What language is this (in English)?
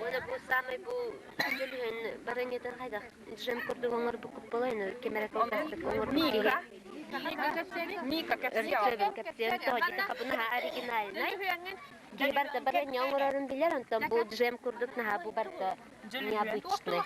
Yakut